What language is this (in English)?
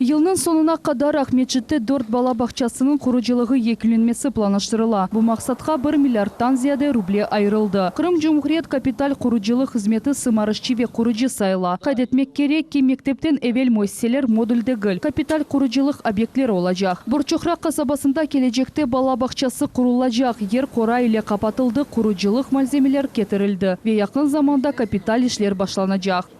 Crimean Tatar